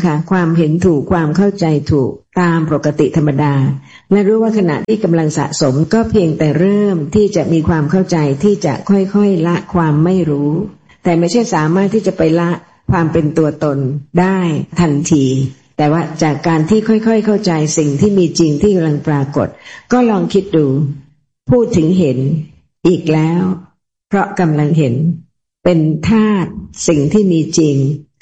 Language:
Thai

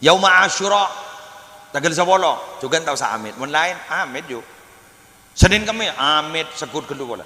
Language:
Madurese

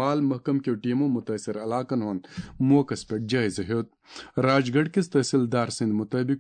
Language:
Kashmiri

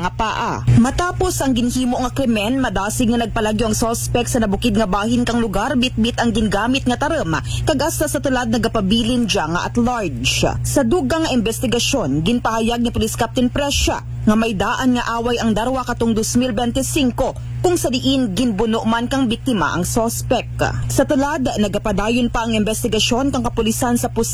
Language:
Aklanon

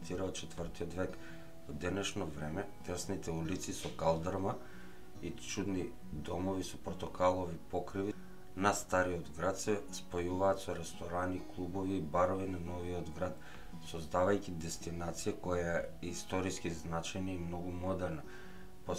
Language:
Macedonian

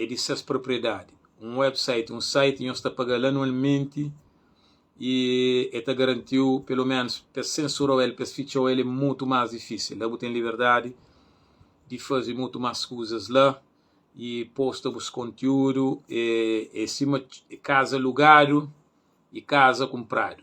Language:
Kabuverdianu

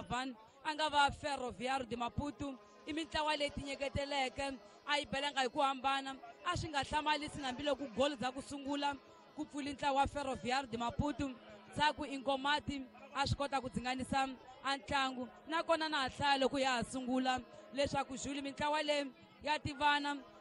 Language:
Tsonga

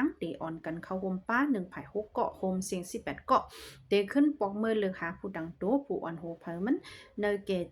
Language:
Shan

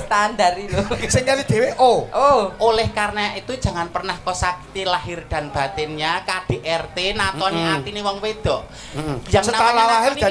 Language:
Javanese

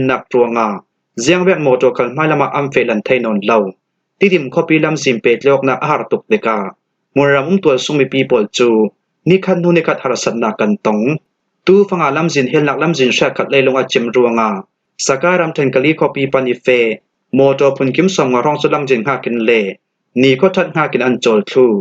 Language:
Falam Chin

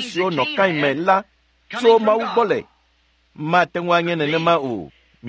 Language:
Ewe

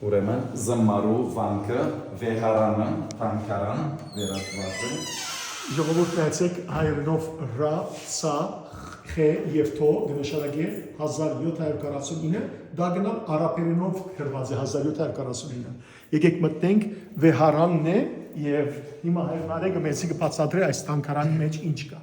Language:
Western Armenian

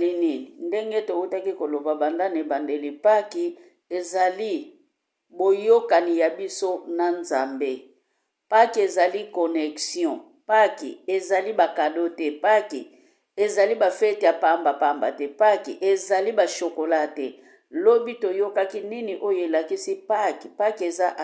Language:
Lingala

